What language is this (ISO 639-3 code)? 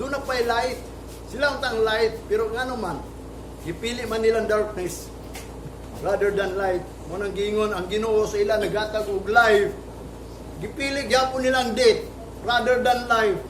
ceb